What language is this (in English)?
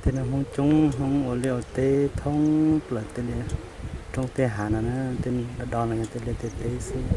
Hmong